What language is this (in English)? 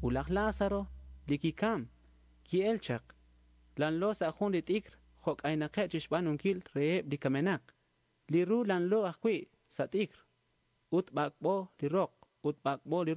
Kekchí